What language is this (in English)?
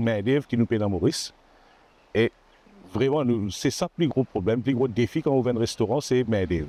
Morisyen